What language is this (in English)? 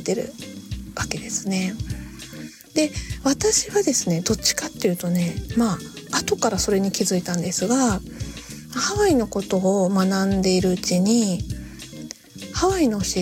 Japanese